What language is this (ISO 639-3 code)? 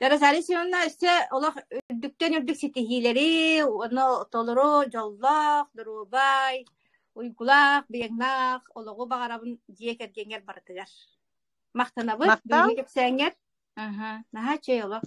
sah